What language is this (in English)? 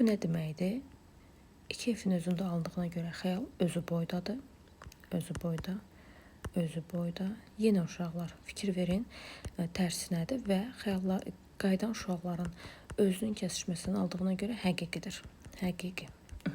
Azerbaijani